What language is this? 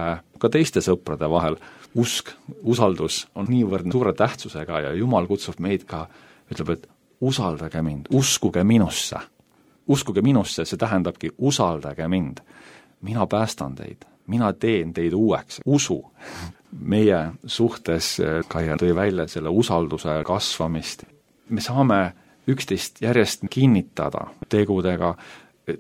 Estonian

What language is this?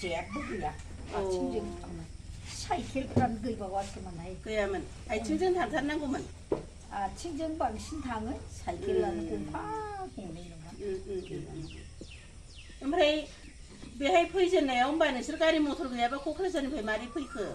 Bodo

